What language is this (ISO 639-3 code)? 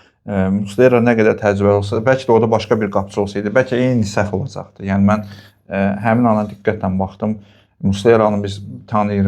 aze